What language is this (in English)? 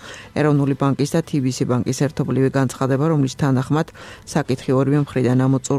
Georgian